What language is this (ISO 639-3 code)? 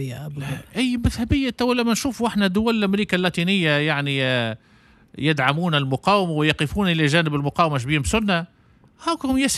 aeb